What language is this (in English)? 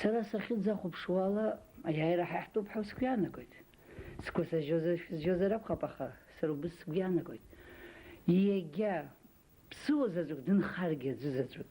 Abkhazian